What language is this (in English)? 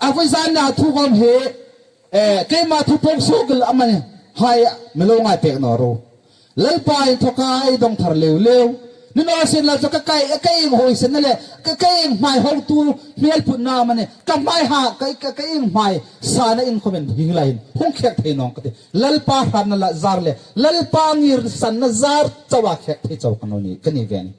Hmar